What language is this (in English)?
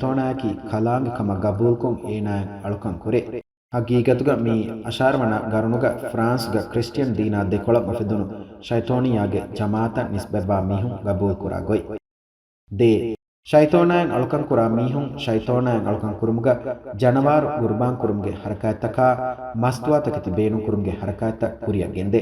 Divehi